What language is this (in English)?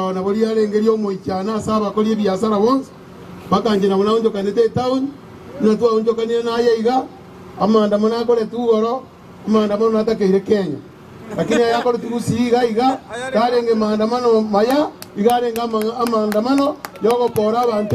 Gusii